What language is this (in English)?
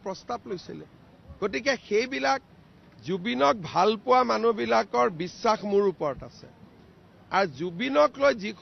Assamese